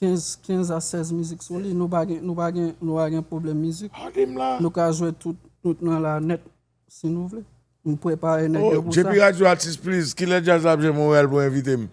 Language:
Haitian Creole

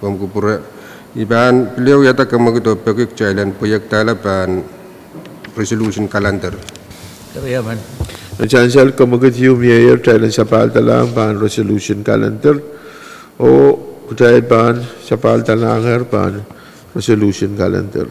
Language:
Pohnpeian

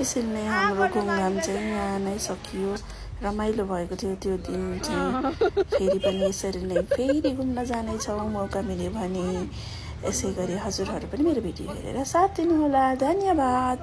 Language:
Nepali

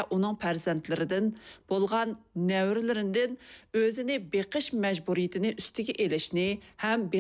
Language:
Uyghur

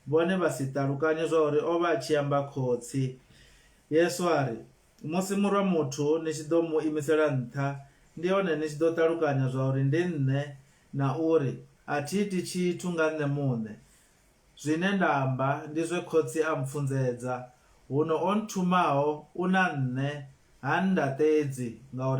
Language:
Venda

